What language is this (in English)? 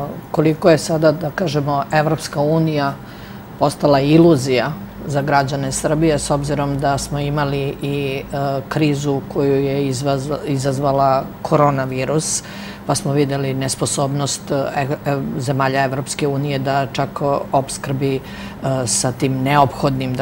Serbian